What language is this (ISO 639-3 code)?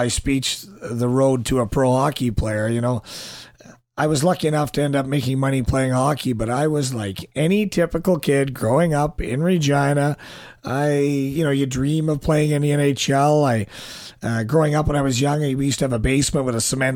eng